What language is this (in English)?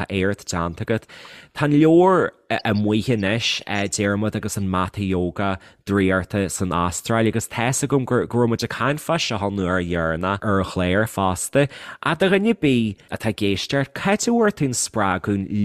Irish